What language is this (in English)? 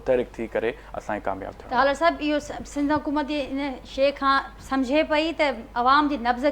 Sindhi